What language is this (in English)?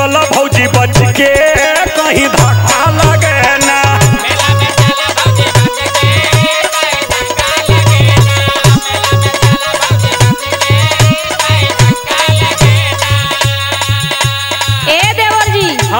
Bhojpuri